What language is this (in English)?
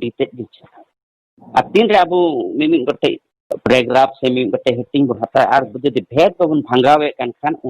Santali